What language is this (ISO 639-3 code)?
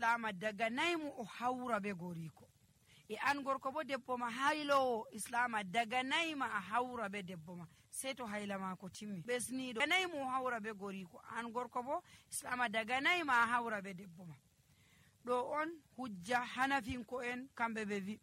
fuv